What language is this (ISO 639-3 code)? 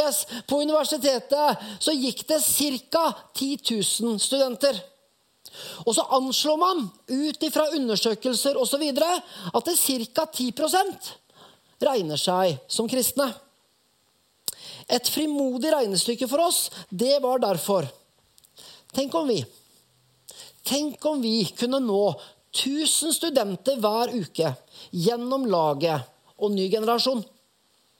nor